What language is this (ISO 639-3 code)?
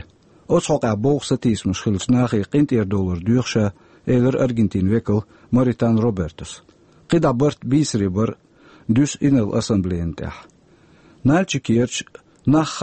che